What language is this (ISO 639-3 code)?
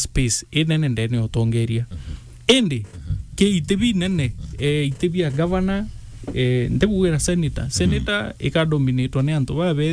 mer